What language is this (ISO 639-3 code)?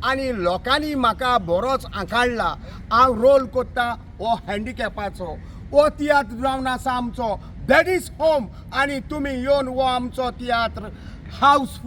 kok